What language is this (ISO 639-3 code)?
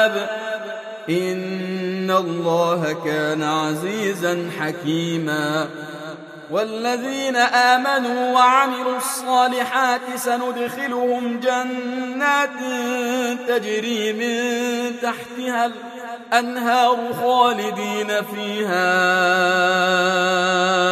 ara